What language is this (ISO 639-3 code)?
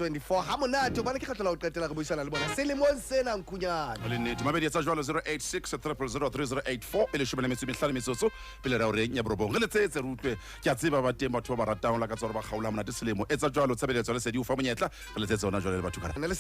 sot